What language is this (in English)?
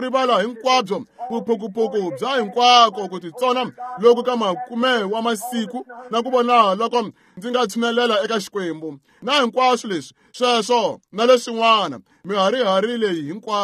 Tsonga